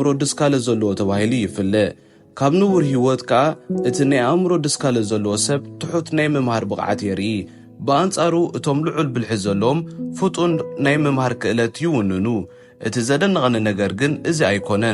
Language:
Tigrinya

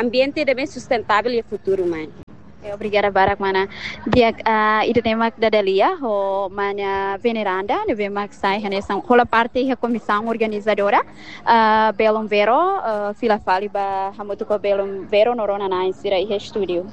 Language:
Tetum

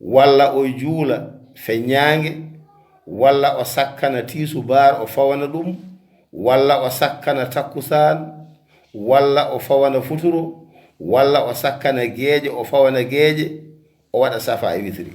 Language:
Fula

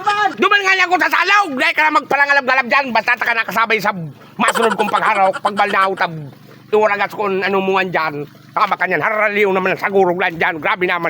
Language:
Bikol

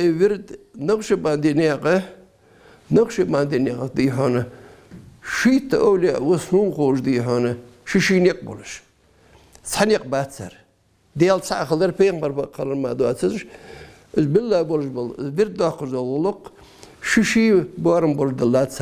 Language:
Ingush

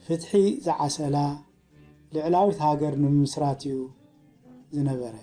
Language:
Tigrinya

